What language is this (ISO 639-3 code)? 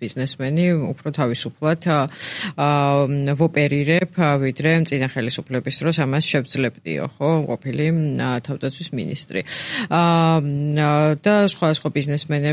kat